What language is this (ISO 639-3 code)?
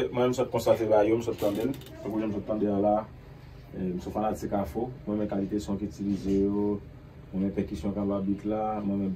hat